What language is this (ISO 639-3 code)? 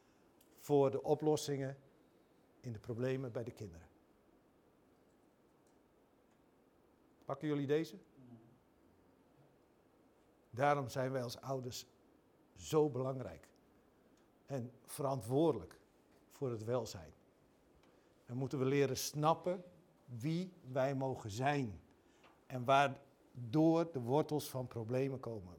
nld